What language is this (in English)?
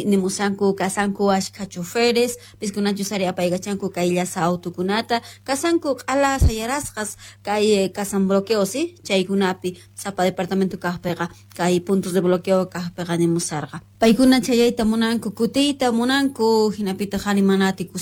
South Bolivian Quechua